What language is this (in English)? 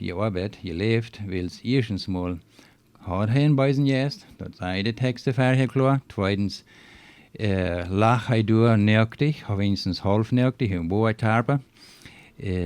Plautdietsch